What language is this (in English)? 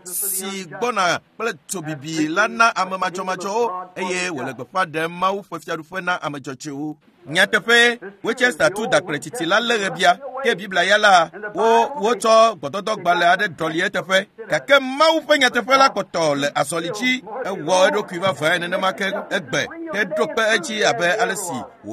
Ewe